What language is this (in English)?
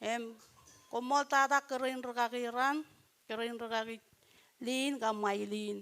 Marshallese